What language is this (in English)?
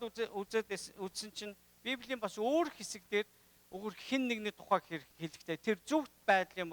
Mongolian